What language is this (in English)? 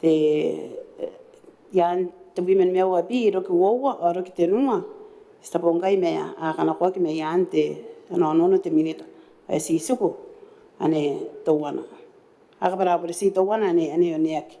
Gilbertese